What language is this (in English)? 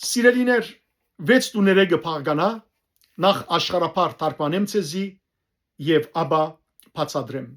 Western Armenian